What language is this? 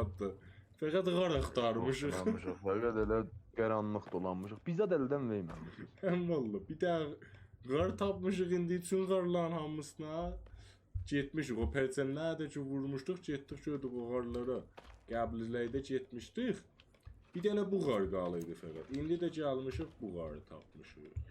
South Azerbaijani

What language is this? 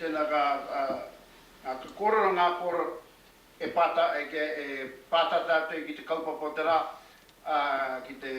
Māori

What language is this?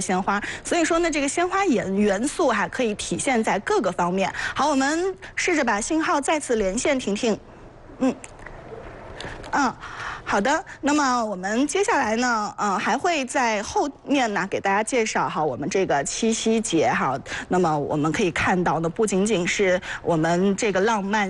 Chinese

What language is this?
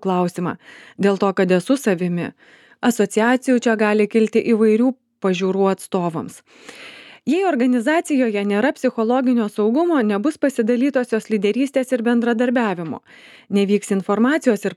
Lithuanian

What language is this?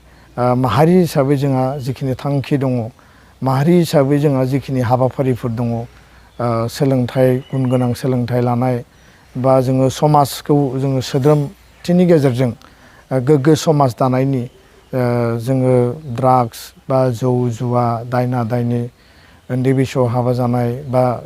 Bodo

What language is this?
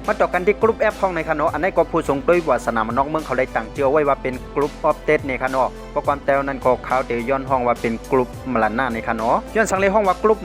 Shan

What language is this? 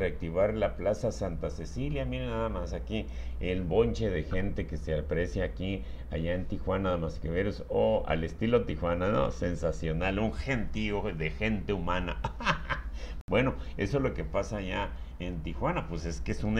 Spanish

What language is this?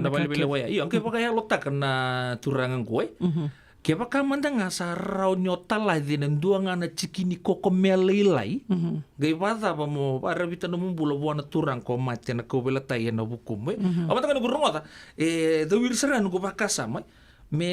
Fijian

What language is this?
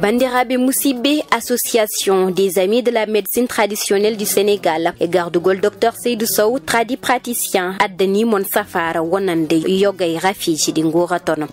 Fula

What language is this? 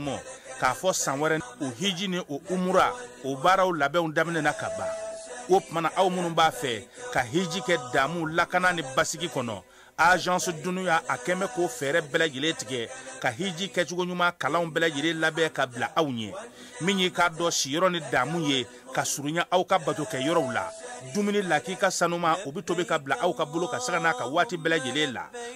Bambara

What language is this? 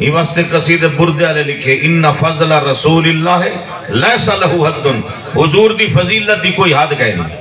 Saraiki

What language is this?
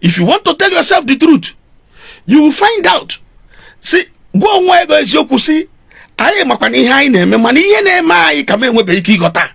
Igbo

